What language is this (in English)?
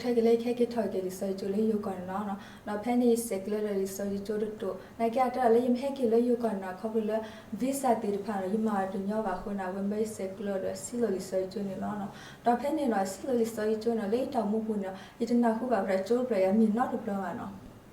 S'gaw Karen